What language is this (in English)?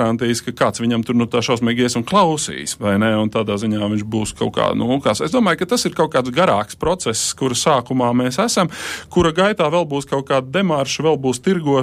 Latvian